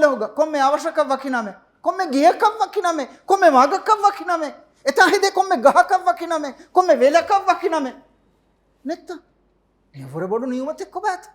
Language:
Divehi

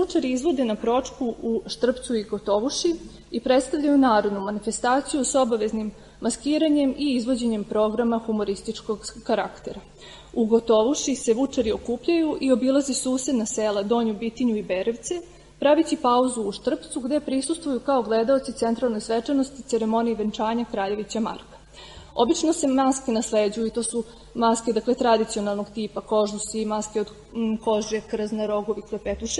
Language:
Serbian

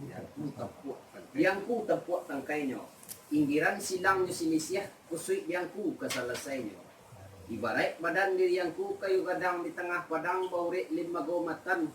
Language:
Minangkabau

